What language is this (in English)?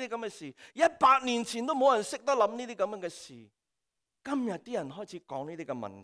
Cantonese